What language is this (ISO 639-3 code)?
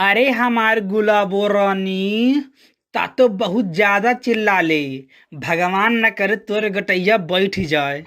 bho